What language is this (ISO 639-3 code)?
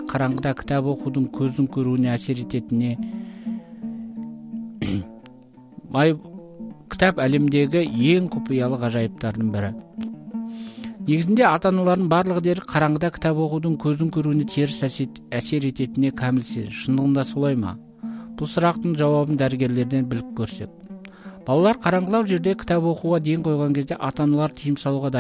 kaz